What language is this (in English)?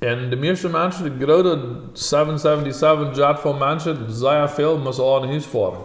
Plautdietsch